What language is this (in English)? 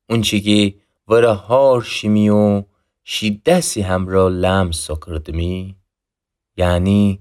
Gilaki